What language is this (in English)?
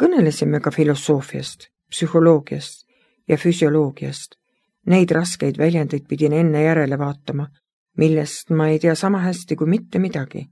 Estonian